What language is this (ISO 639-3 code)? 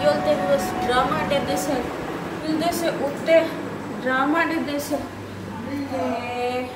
skr